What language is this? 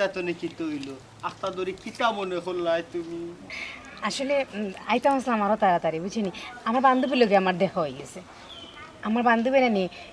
Sylheti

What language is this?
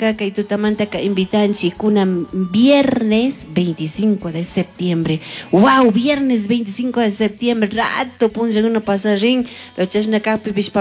Chimborazo Highland Quichua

